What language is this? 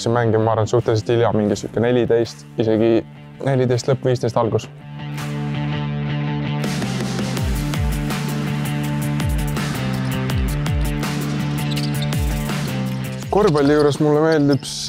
Estonian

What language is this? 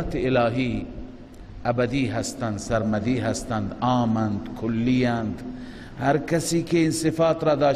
Persian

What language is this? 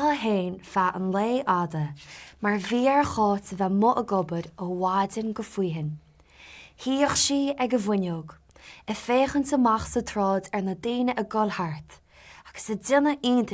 Irish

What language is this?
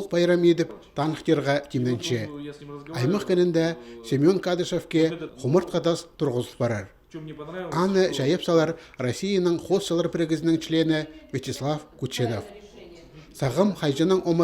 Khakas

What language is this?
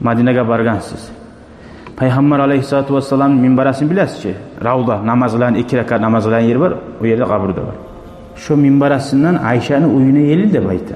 Kumyk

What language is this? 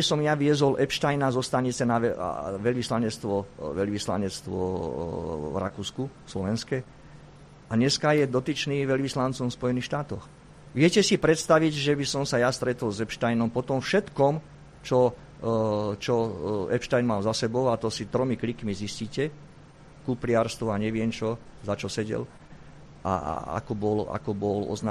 Slovak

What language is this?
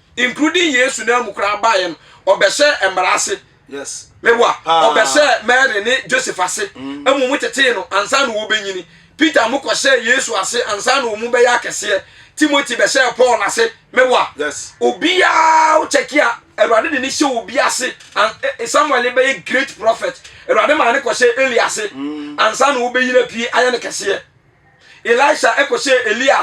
Akan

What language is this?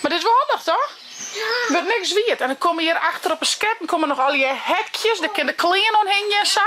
Western Frisian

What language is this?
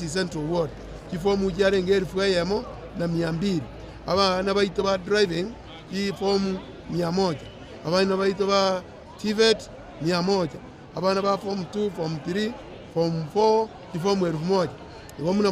Gusii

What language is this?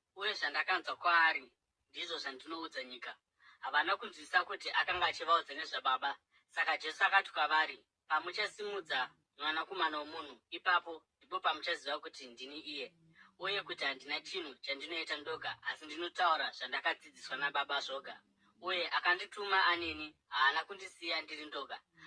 Shona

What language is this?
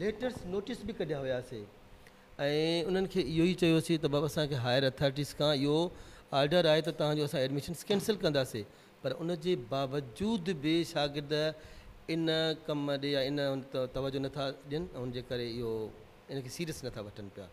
Sindhi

